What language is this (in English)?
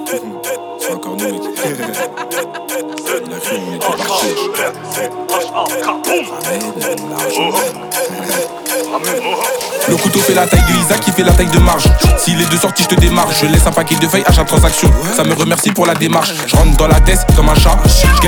French